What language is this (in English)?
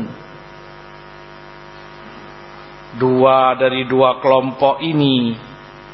Indonesian